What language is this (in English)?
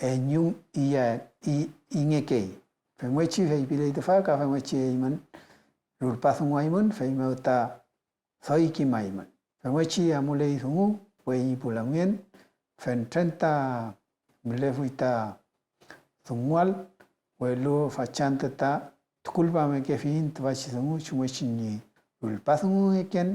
Mapuche